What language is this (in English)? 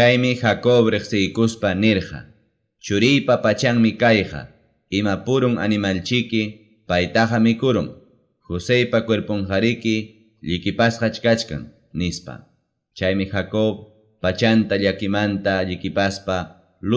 Ayacucho Quechua